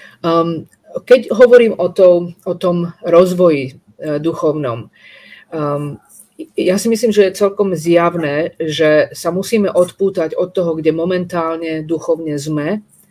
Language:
Slovak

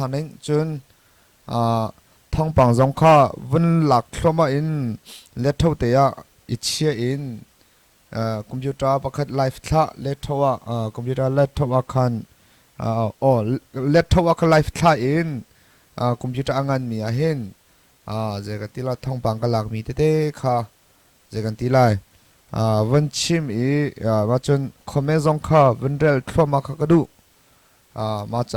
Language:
Hakha Chin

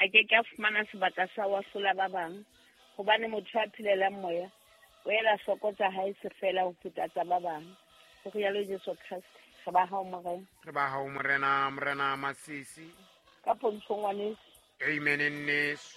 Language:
Southern Sotho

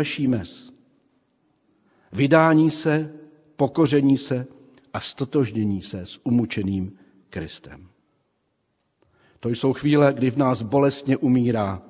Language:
Czech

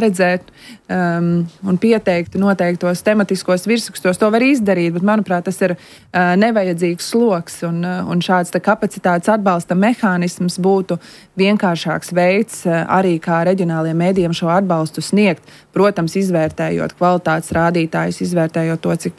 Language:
Latvian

